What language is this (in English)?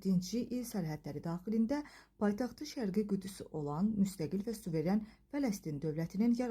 Azerbaijani